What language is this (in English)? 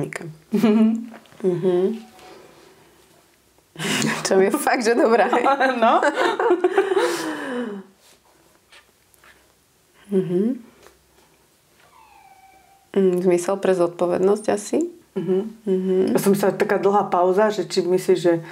Slovak